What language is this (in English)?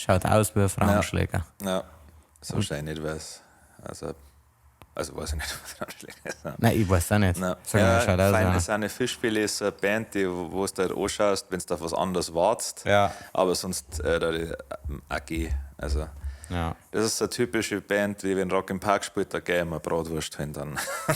Bavarian